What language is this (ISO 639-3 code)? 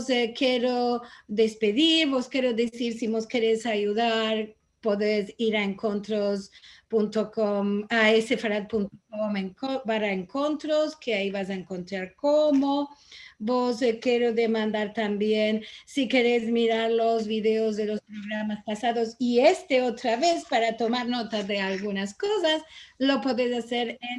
lad